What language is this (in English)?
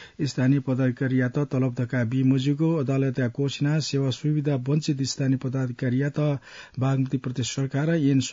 Newari